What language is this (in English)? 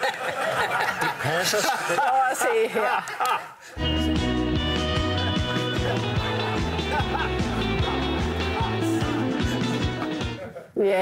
Danish